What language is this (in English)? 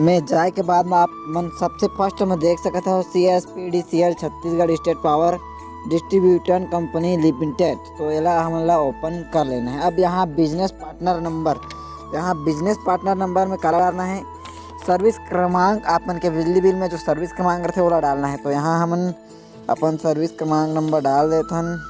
Chhattisgarhi